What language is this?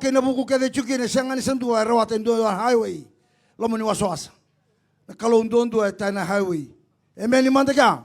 Fijian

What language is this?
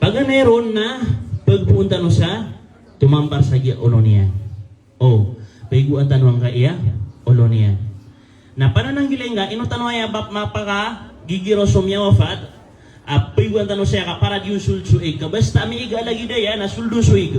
Maranao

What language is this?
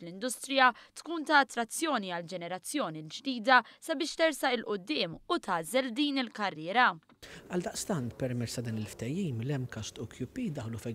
Maltese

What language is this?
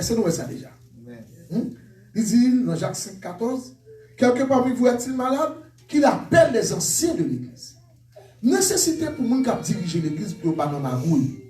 Haitian Creole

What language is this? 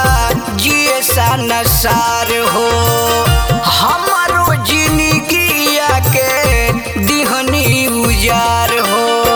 Bhojpuri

